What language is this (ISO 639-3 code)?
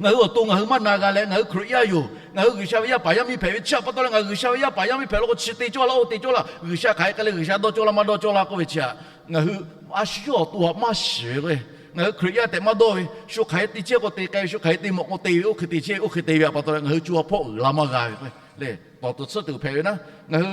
lhu